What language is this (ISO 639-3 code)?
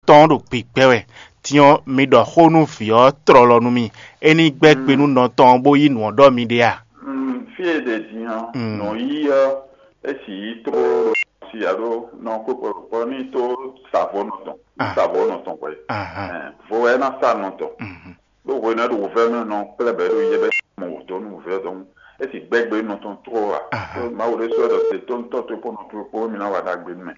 fon